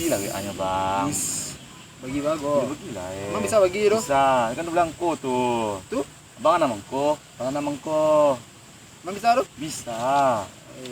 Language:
Minangkabau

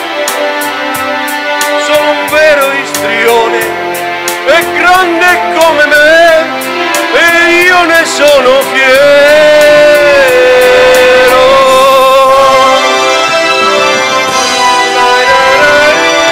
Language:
Italian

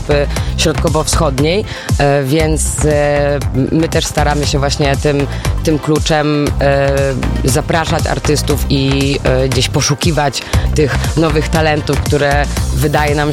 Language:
Polish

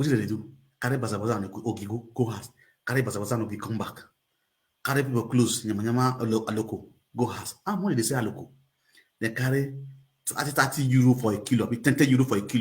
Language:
Nigerian Pidgin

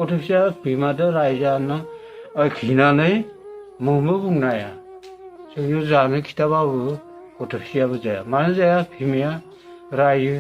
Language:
Bodo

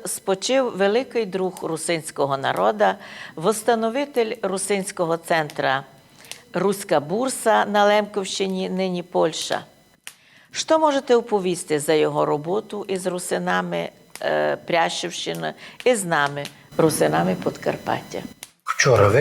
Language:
Rusyn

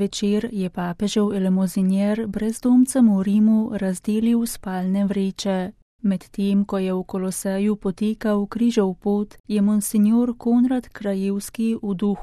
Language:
Slovenian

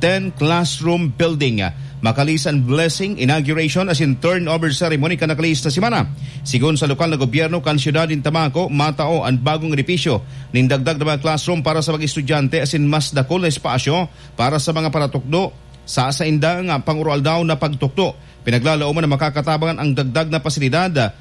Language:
Bikol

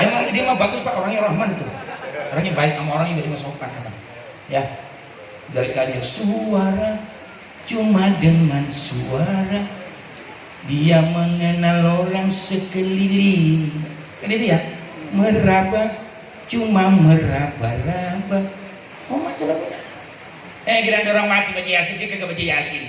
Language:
Betawi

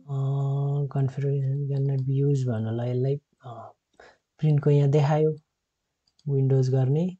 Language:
Nepali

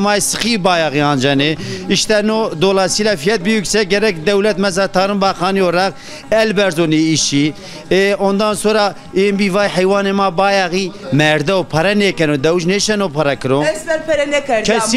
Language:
Zaza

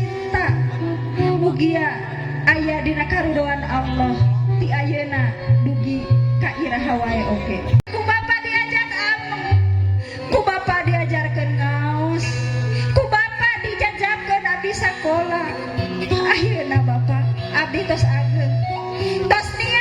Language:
Sundanese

